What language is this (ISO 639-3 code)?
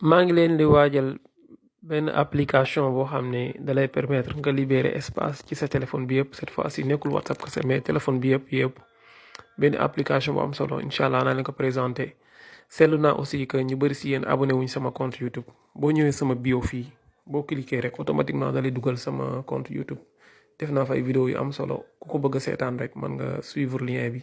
wol